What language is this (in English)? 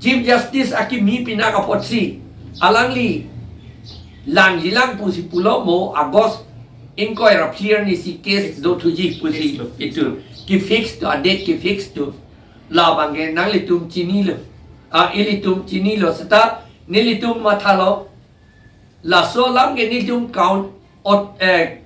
Karbi